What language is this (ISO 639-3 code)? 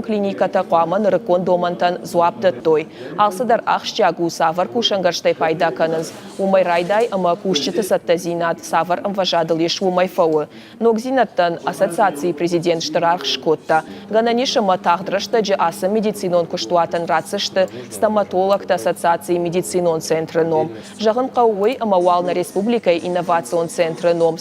oss